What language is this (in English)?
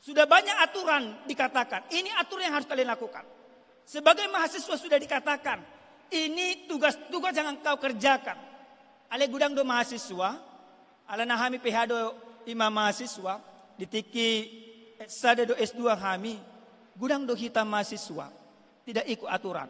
Batak Toba